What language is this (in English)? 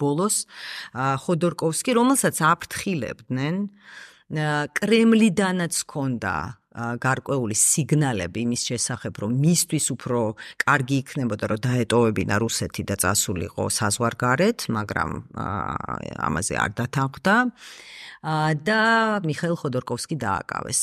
Georgian